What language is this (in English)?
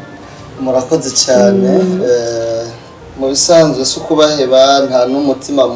Rundi